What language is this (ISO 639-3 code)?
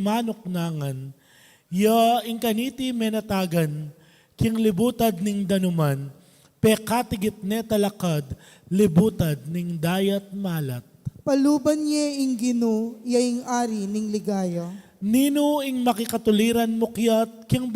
pam